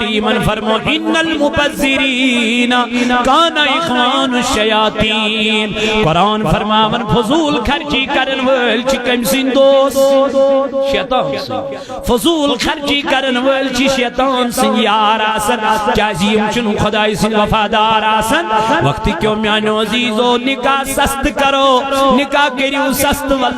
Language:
Kashmiri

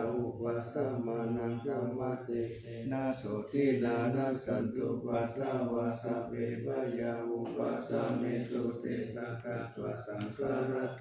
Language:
Pali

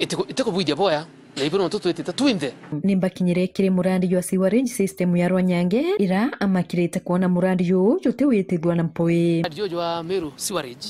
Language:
Meru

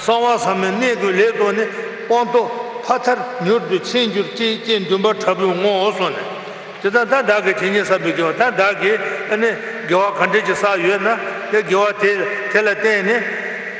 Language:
Tibetan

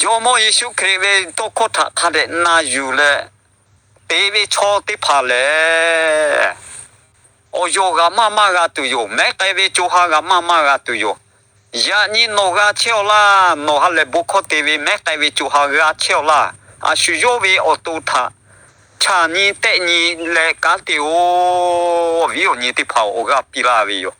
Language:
Lahu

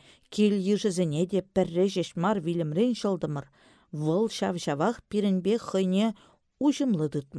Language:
Chuvash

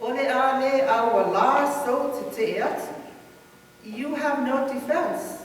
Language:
Samoan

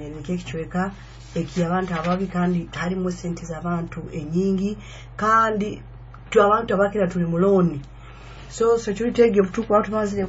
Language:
Nyoro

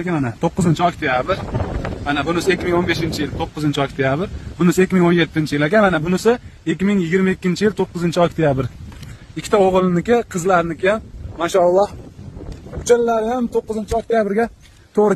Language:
Uzbek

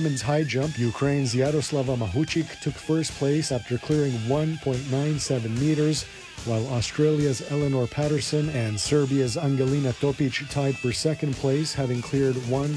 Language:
English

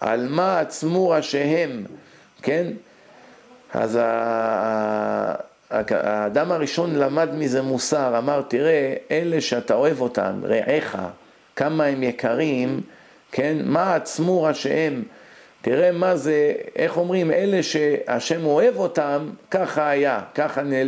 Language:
Hebrew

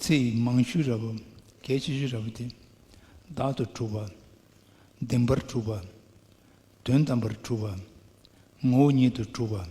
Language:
Tibetan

